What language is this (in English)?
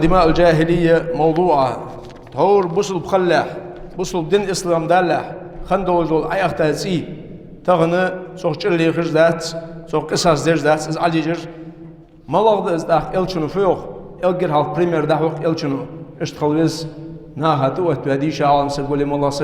Ingush